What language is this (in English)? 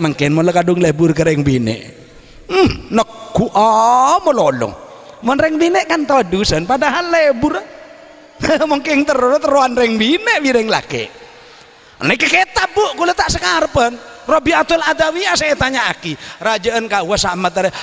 Madurese